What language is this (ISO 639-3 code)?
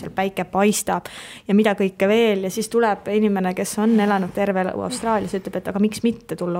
est